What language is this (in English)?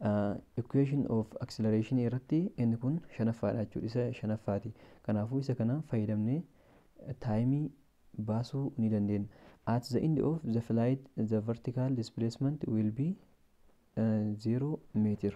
Oromo